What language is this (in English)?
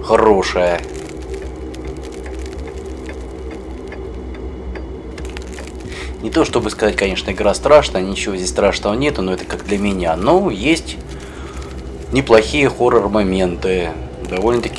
Russian